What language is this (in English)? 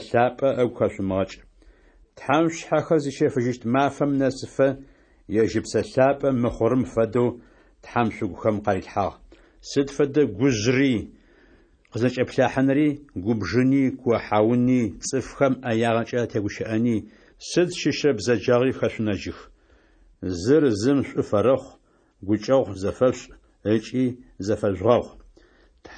Adyghe